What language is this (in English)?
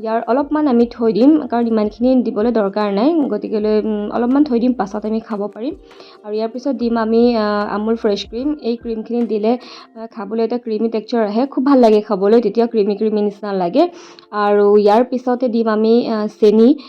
Assamese